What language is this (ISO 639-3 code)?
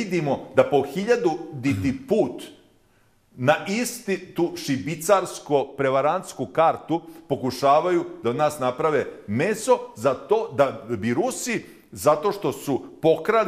bos